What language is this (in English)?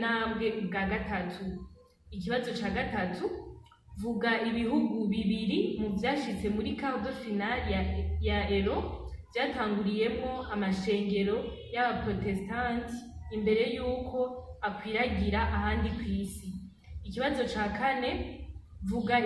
Rundi